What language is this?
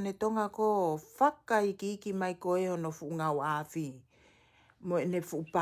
Tongan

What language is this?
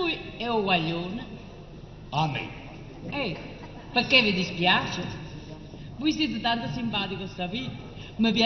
Neapolitan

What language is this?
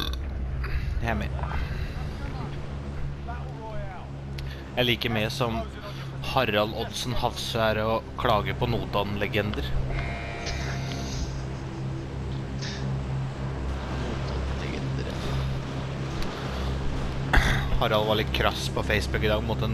Norwegian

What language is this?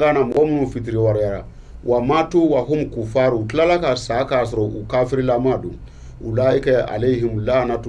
Bambara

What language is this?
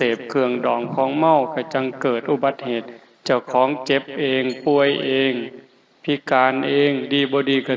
Northeastern Thai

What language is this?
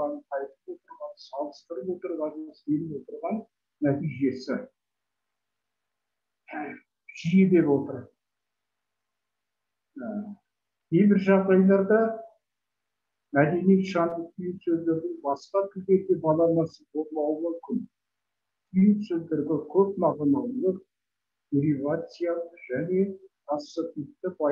Kazakh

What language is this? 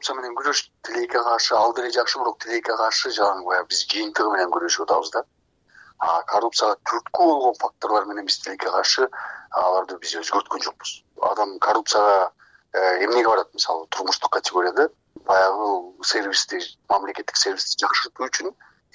Kyrgyz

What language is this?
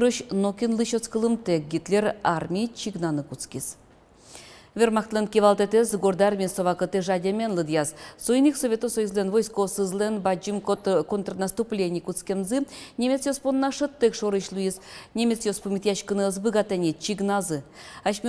Udmurt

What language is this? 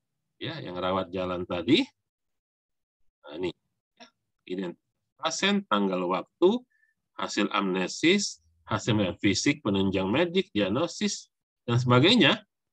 Indonesian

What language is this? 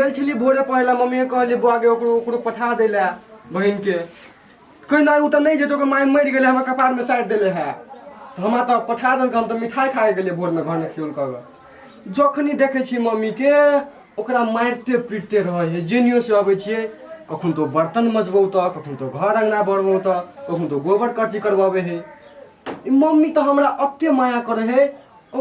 Maithili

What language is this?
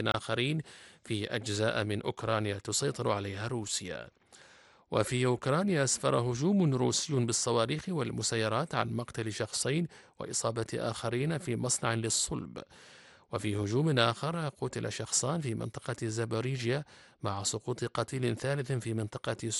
Arabic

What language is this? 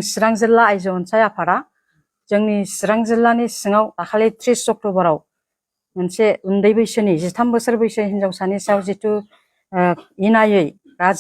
Bodo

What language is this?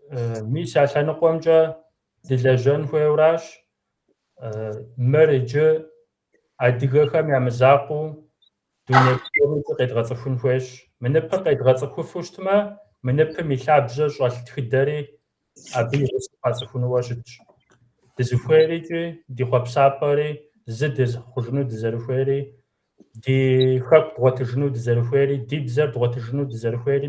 Kabardian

